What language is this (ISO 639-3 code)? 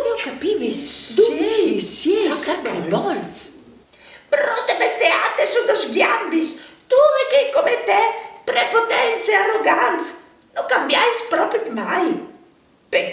fur